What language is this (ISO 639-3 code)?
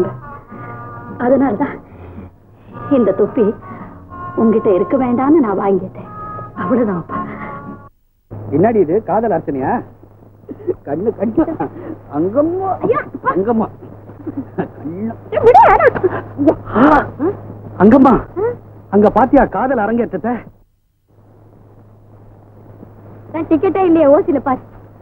tam